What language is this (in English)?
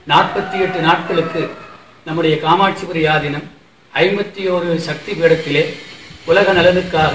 Tamil